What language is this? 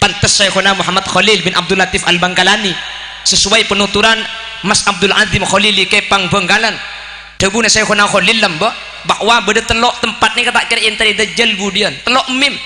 Madurese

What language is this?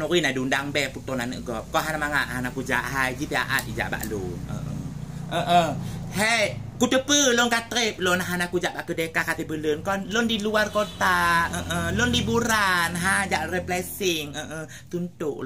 Achinese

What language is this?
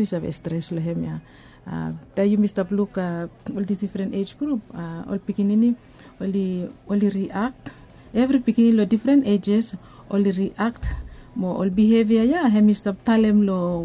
Bislama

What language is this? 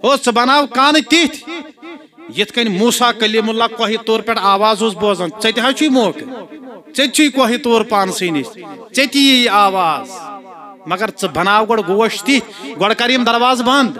Kashmiri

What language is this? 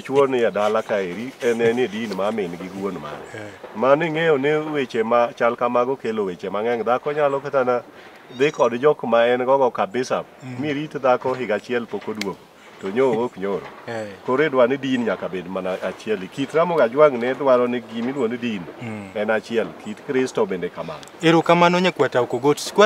Luo (Kenya and Tanzania)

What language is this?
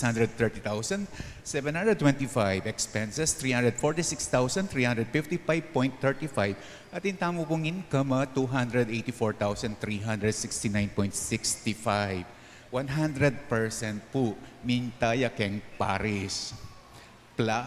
Pampanga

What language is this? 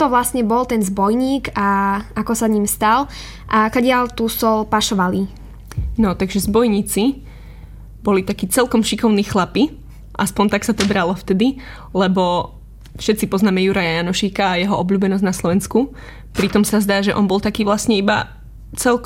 Slovak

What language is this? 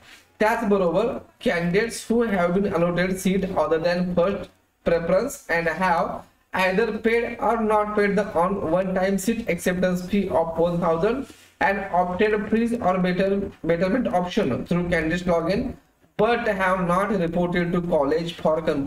Marathi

